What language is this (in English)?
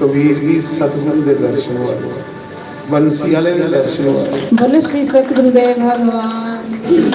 Dogri